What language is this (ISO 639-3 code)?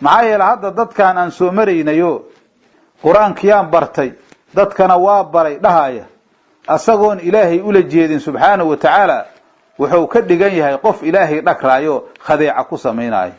som